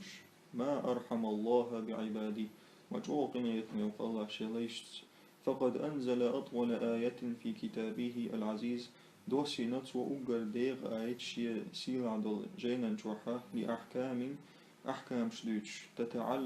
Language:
Chechen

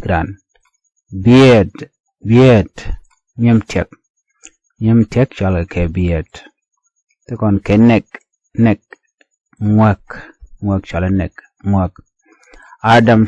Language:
Nuer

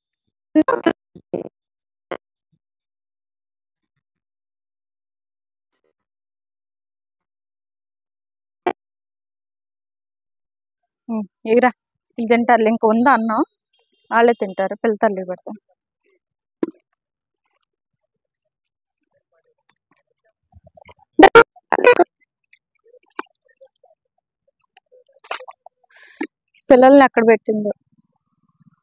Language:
Telugu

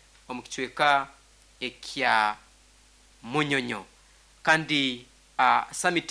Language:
Nyankole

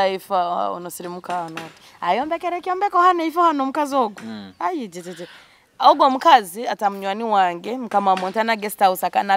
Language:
Nyoro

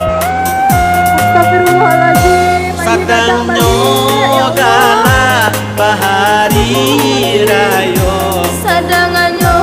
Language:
Minangkabau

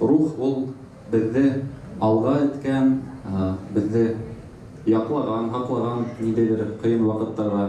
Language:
Bashkir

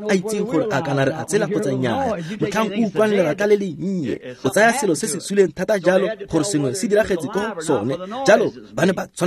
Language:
Tswana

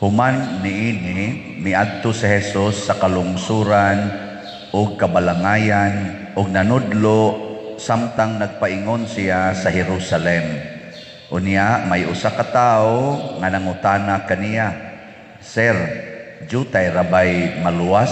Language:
Cebuano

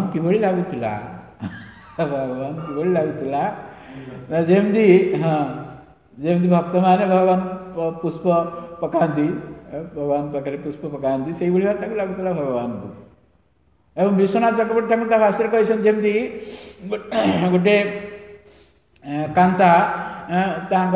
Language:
Odia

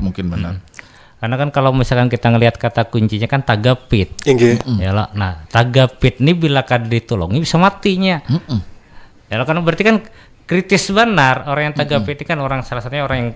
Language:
Banjar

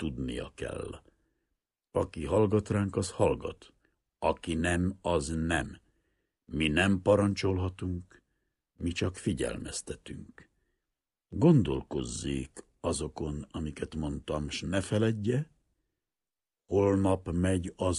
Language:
Hungarian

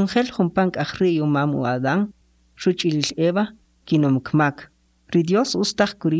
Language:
Kʼicheʼ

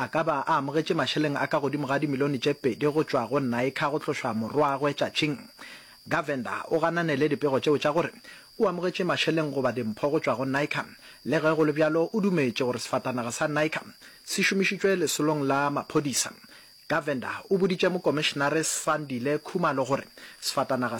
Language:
Northern Sotho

